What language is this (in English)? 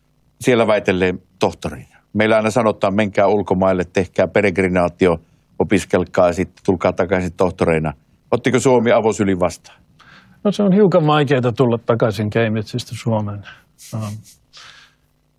Finnish